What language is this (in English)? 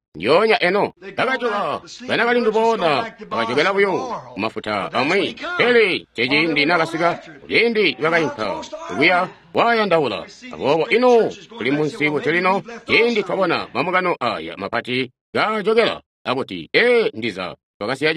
Tonga (Zambia)